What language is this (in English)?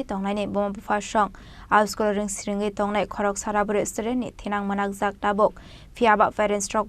Kok Borok